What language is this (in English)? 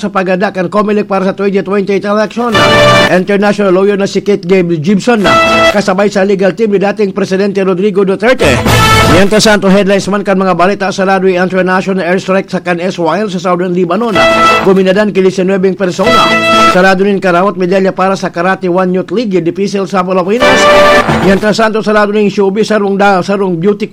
Bikol